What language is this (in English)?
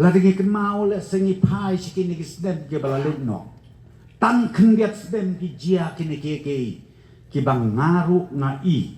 Khasi